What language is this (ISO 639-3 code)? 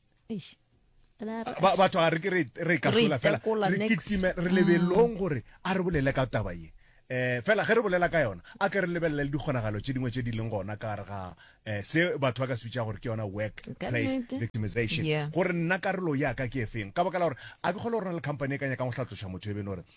nso